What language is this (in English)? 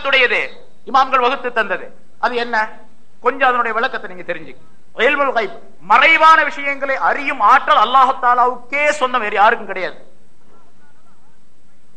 Tamil